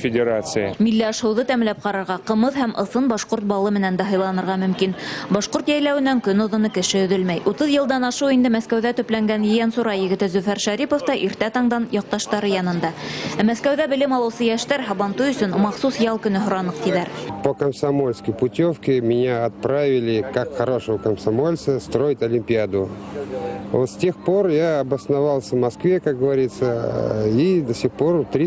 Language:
Bashkir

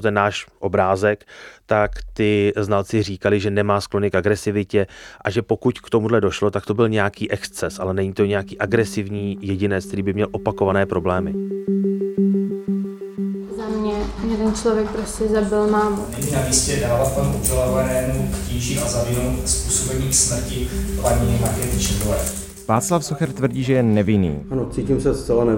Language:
Czech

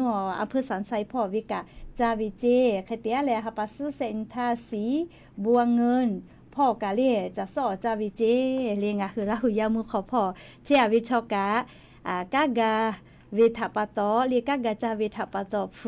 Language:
Lahu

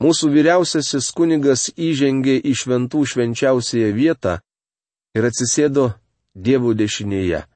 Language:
Lithuanian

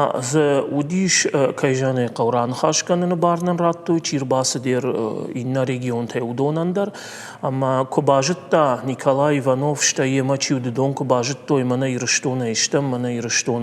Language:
Ossetic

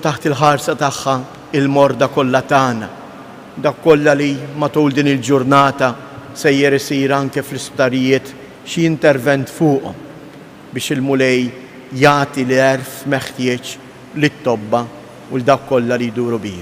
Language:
Maltese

